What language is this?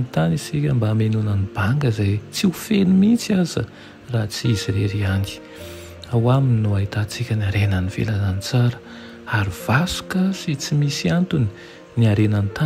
Malagasy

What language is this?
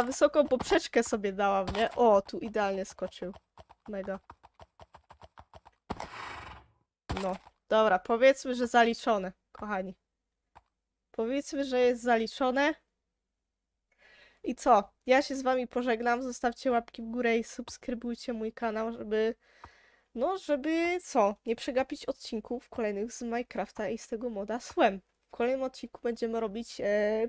Polish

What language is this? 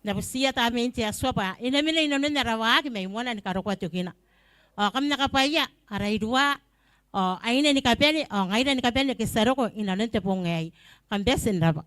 Gilbertese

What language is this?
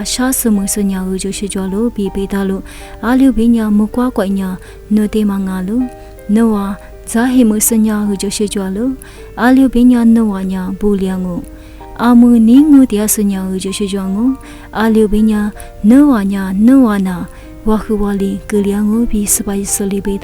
Lisu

